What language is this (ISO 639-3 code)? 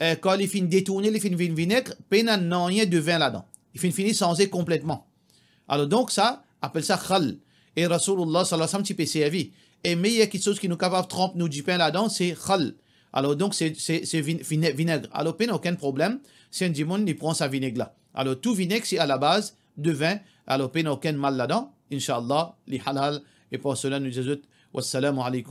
mfe